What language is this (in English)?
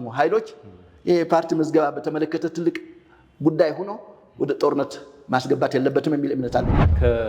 Amharic